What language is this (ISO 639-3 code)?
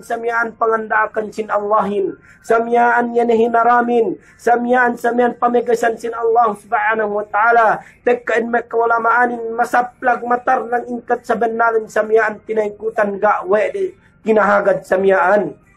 yka